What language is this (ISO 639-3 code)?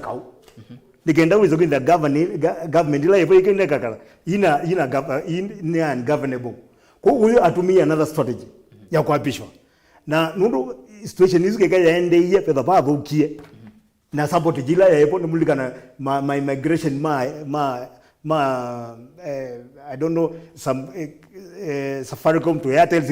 kam